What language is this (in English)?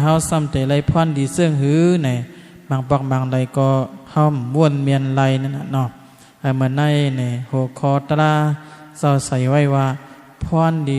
Shan